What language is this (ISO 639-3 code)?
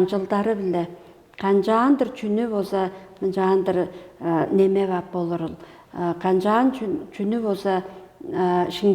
tyv